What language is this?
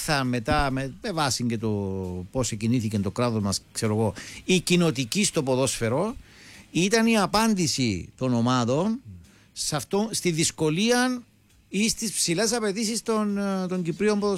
Greek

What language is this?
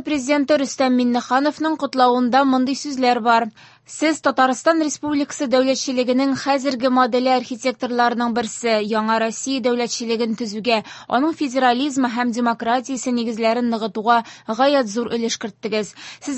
Tatar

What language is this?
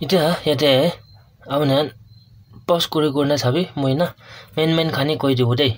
Naga Pidgin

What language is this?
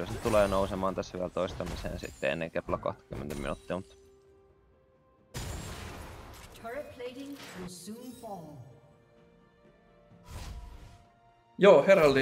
Finnish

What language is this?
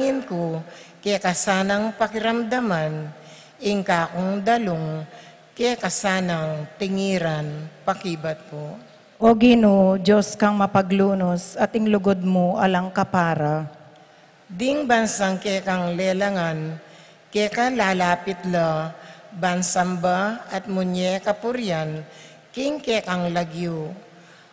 Pampanga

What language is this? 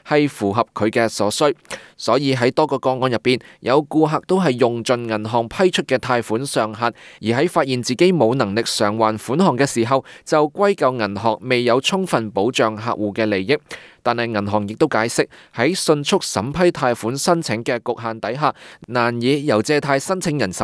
Cantonese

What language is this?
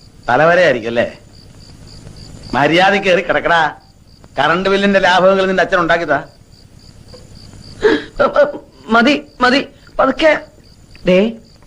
Malayalam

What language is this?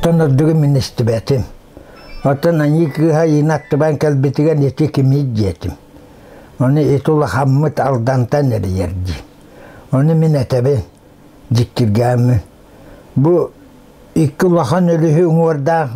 Yakut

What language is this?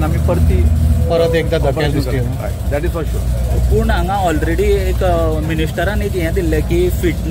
Konkani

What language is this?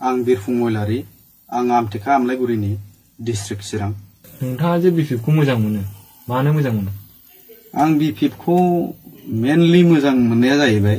Bodo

